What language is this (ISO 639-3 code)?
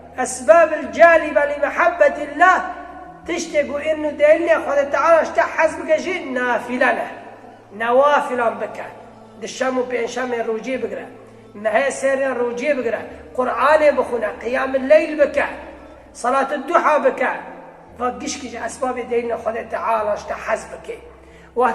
kur